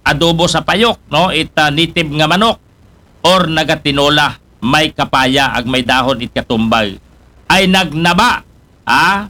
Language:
Aklanon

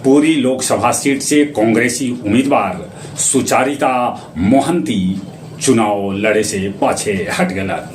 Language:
Magahi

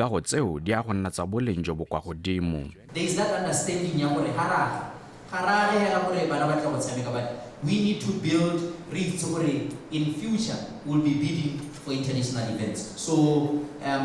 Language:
Tswana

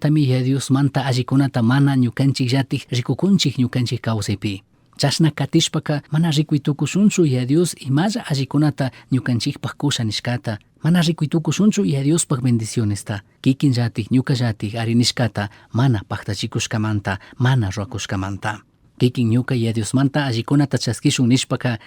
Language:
Chimborazo Highland Quichua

